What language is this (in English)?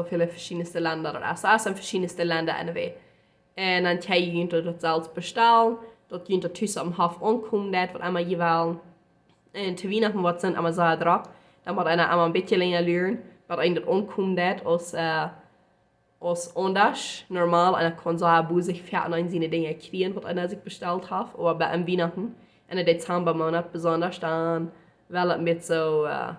Plautdietsch